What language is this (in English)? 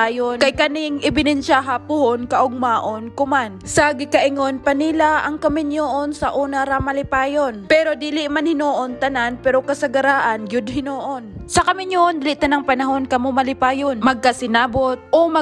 Cebuano